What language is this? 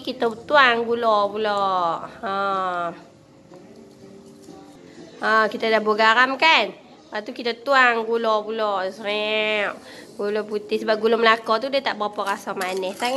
Malay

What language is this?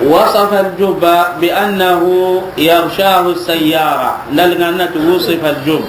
Soninke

